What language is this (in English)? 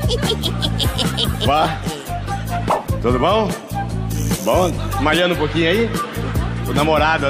Portuguese